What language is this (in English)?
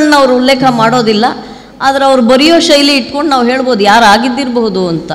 Kannada